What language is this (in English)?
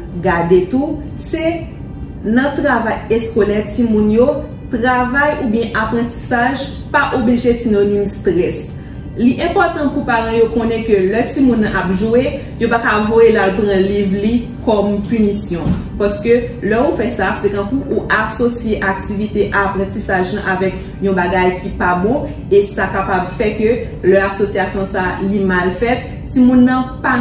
Haitian Creole